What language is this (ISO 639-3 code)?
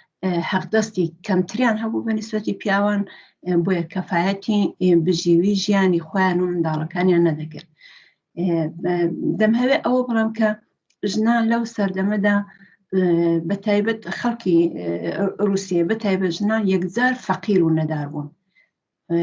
ckb